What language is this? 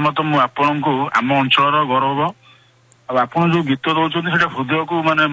Odia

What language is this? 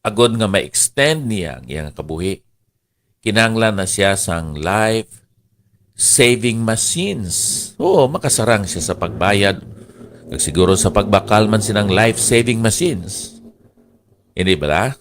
Hiligaynon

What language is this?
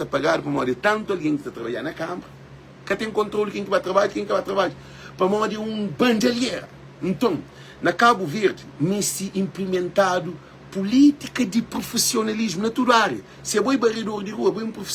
Kabuverdianu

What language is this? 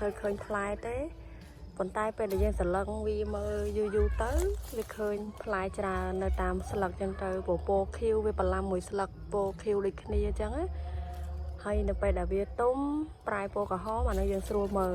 Khmer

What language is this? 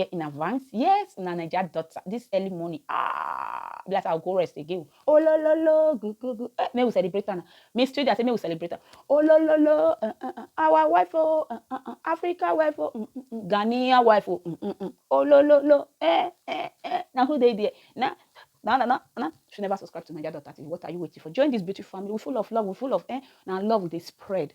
Nigerian Pidgin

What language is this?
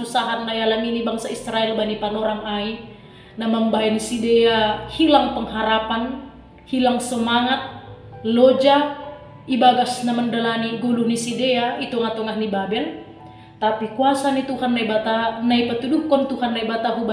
Batak Simalungun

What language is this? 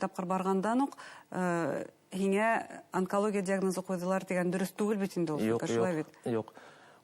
Bashkir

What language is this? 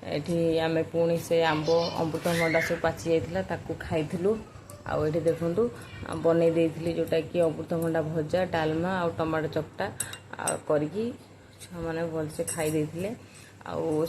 Odia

